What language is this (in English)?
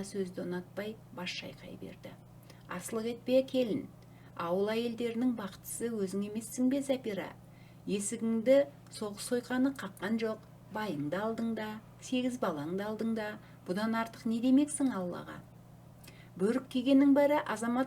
Kazakh